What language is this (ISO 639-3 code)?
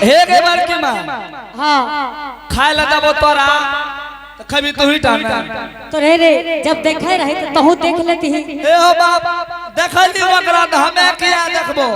anp